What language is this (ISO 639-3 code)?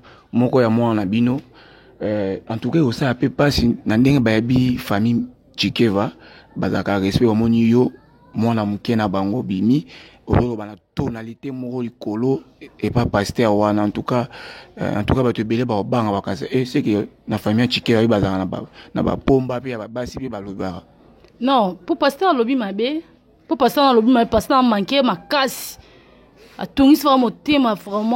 lin